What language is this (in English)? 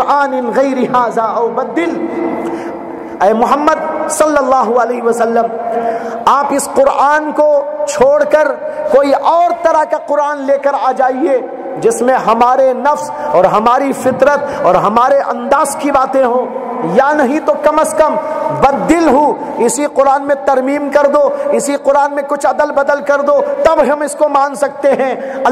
Urdu